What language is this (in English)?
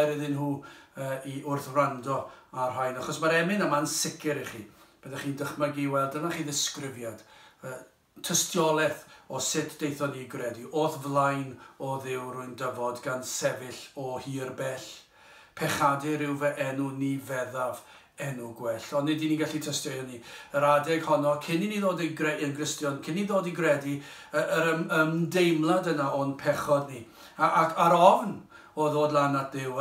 Welsh